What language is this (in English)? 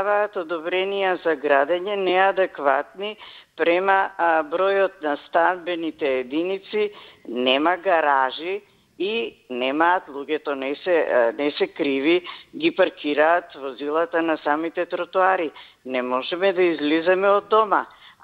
Macedonian